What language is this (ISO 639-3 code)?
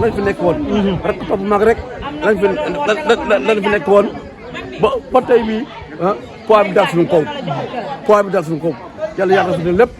wol